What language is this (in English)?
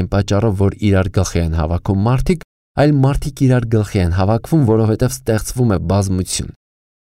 Armenian